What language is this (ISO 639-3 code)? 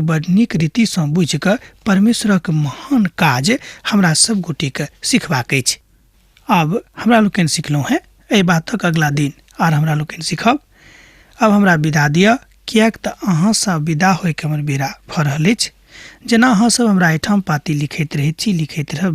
mai